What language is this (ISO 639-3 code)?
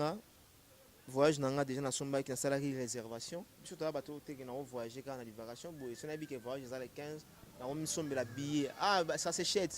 lin